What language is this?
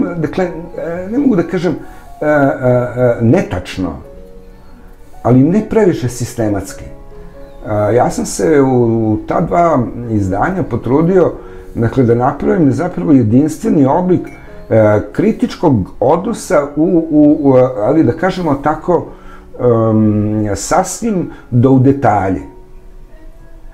Serbian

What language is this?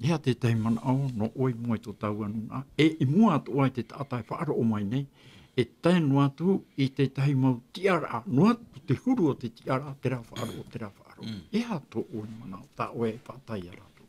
Tahitian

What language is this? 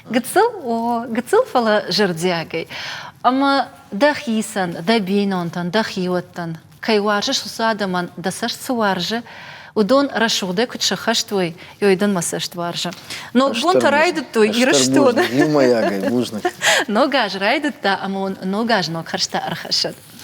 Ossetic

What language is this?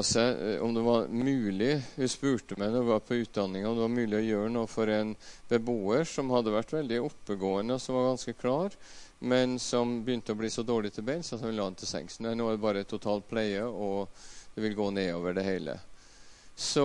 Norwegian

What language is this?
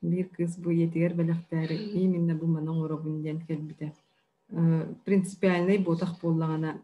Yakut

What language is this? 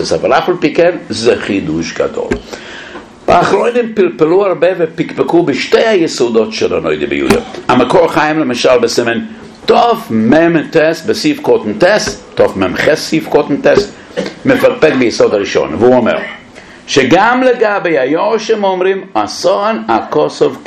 Hebrew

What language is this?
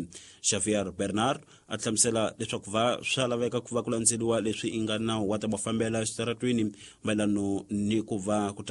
Tsonga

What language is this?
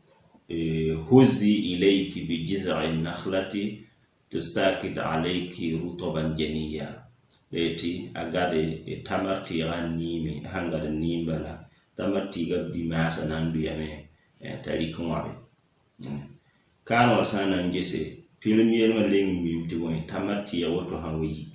Mossi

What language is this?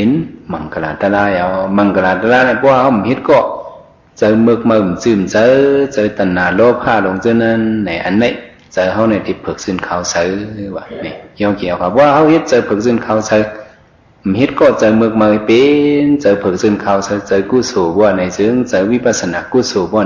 Shan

